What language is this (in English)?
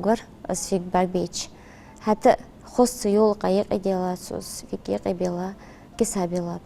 Ingush